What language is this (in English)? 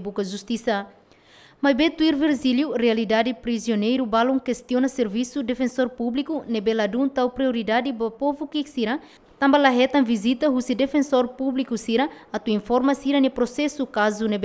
Tetum